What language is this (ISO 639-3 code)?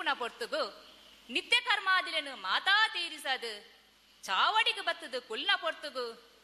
tcy